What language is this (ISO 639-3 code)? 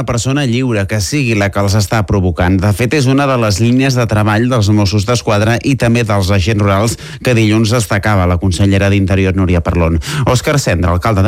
cat